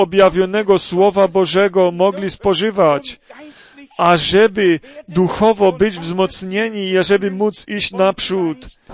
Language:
Polish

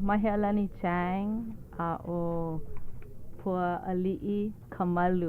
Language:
Hawaiian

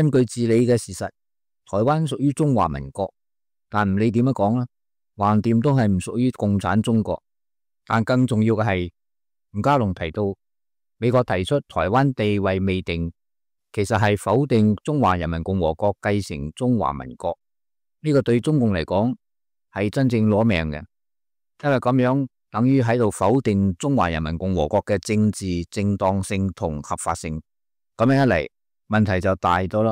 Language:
Cantonese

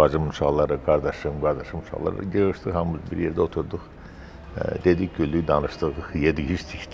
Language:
Azerbaijani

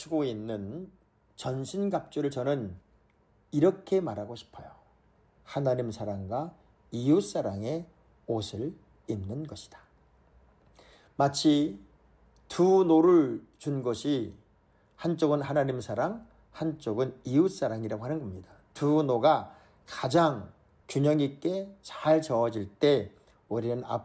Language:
Korean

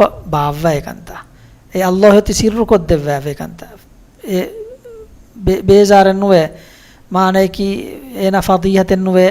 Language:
Divehi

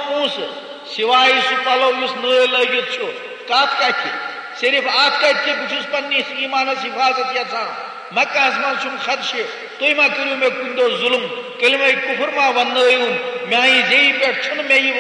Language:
Kashmiri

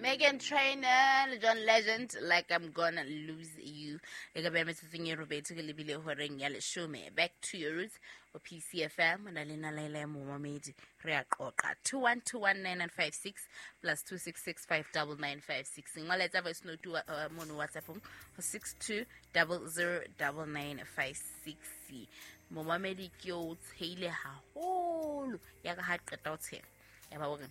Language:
Southern Sotho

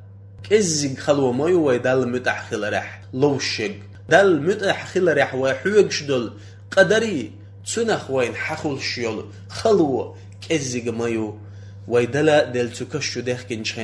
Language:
Chechen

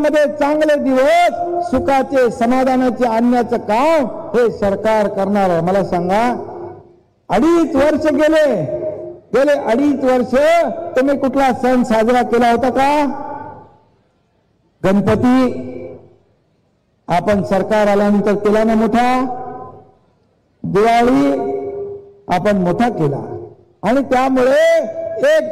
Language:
Marathi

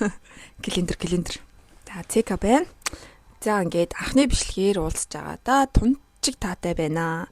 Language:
Mongolian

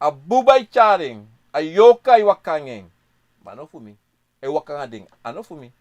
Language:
Sranan Tongo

